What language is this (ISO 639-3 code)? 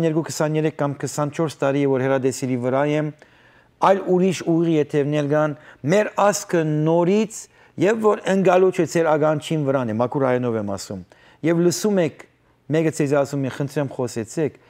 hyw